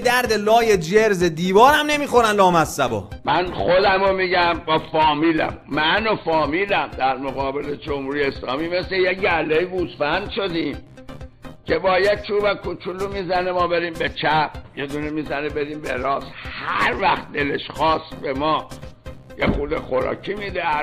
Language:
Persian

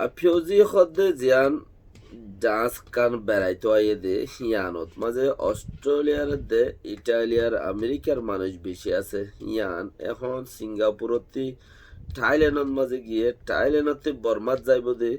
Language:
Rohingya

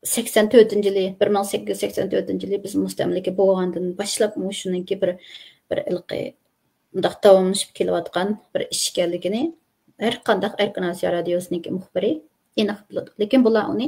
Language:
Uyghur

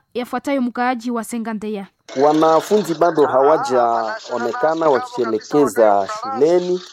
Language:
Swahili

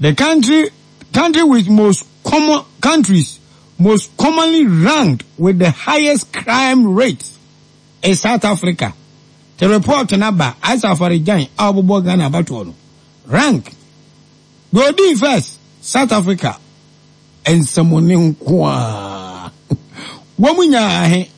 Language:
Akan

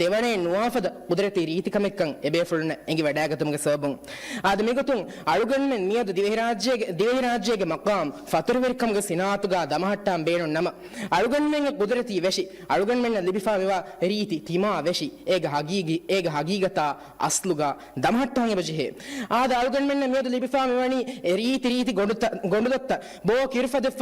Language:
Divehi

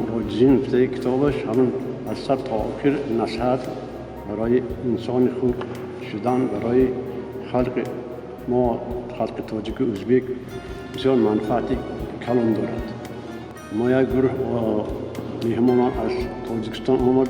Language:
Tajik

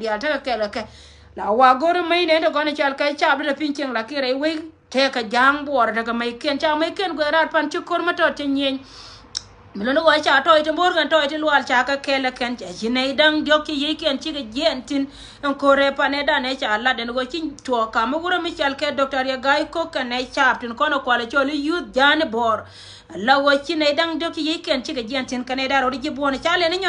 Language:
Nuer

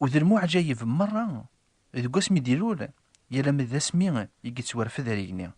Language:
Kabyle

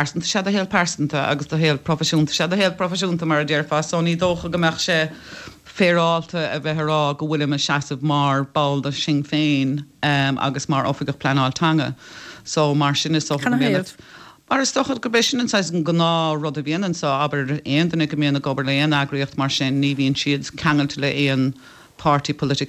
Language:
Irish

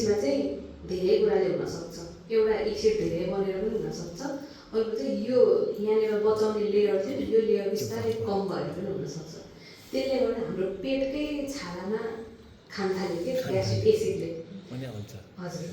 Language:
Nepali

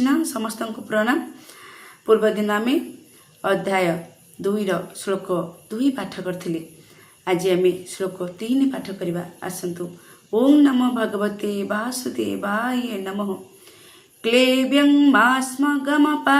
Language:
Odia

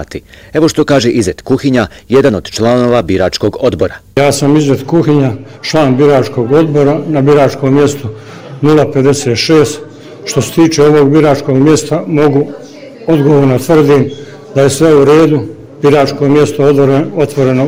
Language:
Bosnian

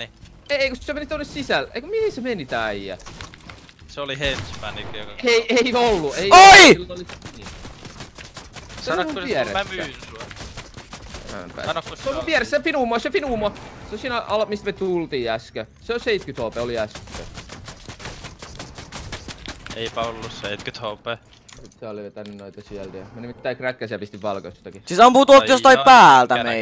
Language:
Finnish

